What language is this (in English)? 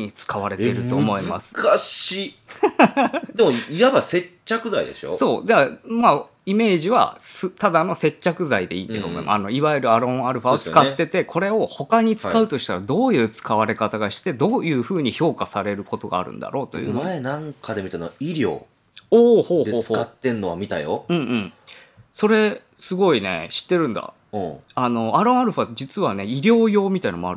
Japanese